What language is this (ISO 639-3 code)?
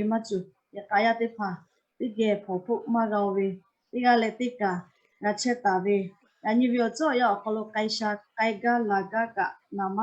lhu